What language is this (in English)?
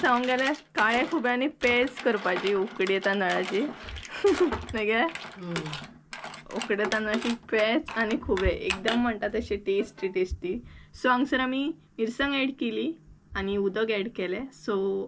Konkani